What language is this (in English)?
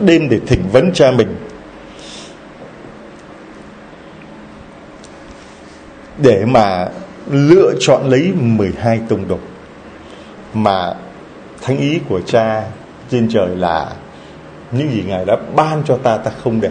Vietnamese